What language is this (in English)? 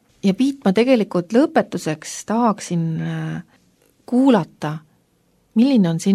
Estonian